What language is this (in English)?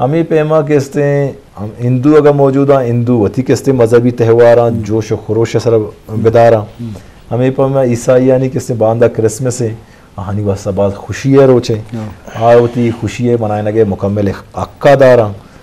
Eastern Balochi